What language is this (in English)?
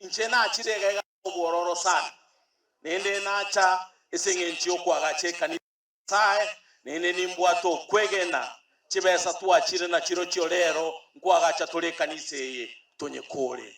Gusii